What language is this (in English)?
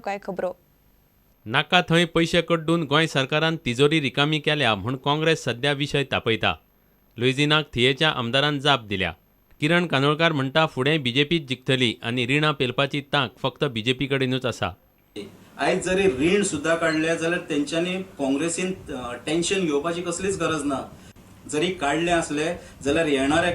Konkani